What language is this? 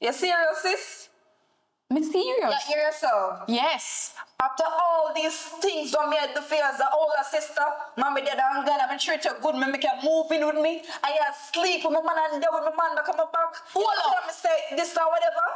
Jamaican Creole English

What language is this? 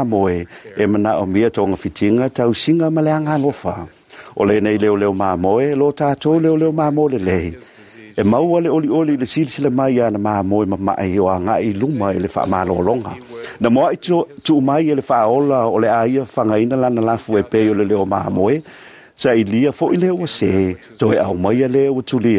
Samoan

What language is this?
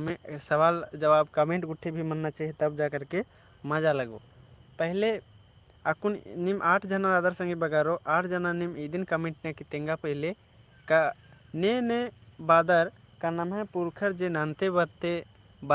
Kurukh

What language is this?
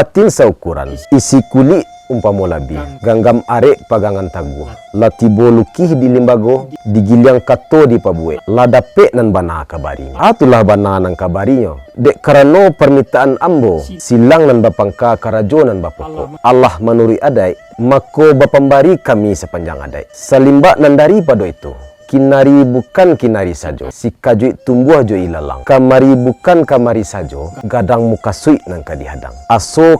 Minangkabau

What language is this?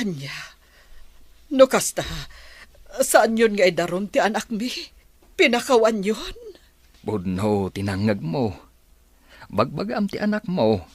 Iloko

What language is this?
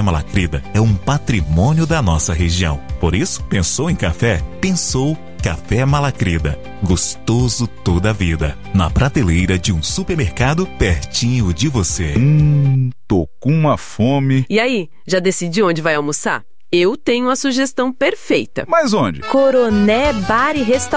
Portuguese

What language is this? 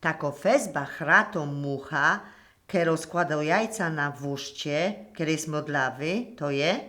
Silesian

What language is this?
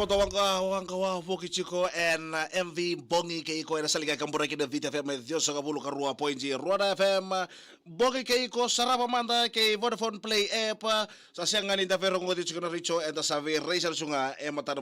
Fijian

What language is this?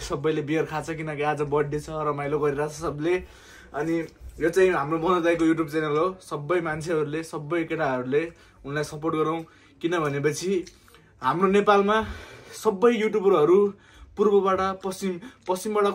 Nepali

